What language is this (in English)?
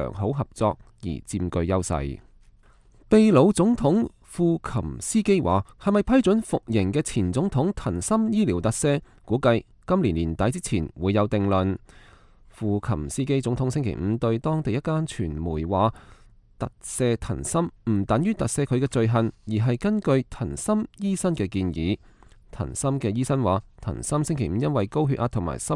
Cantonese